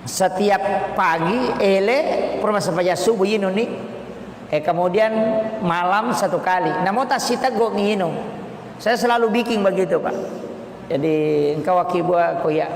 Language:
Buginese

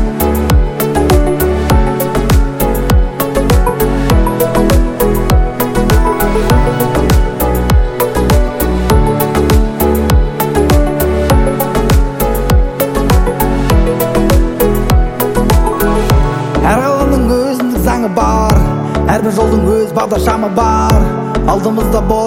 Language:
Kazakh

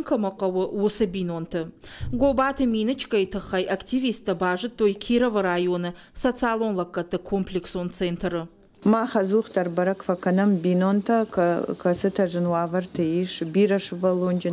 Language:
Ossetic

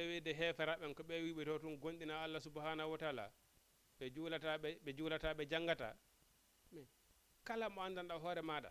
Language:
Fula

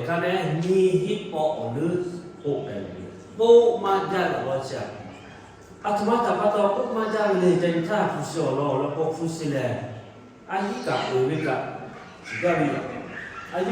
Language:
Lahu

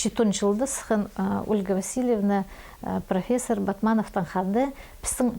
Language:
Khakas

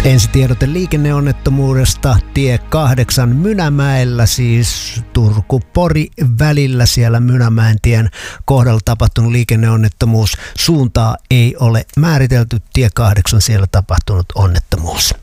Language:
Finnish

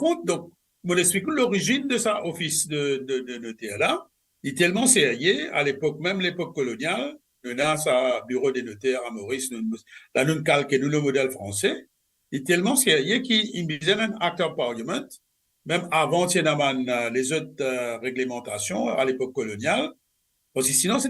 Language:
Morisyen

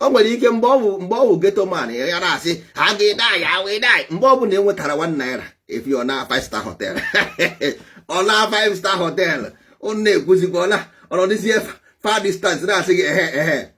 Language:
Igbo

